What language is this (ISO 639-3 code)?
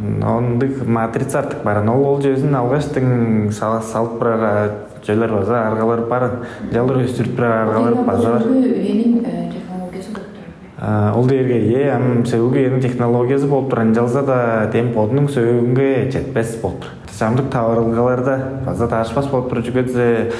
tyv